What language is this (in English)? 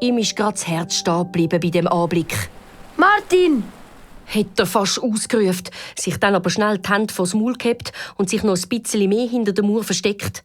Swiss German